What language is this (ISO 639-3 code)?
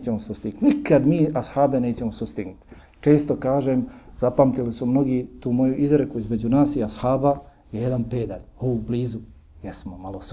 bos